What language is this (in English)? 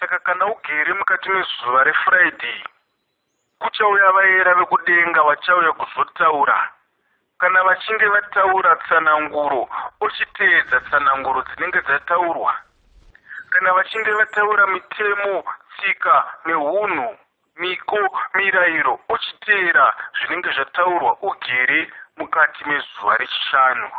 Shona